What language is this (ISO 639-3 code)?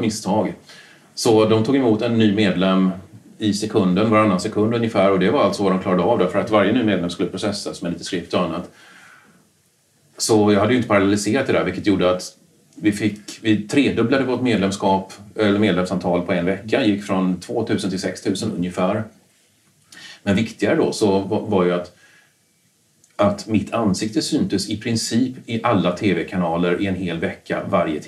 swe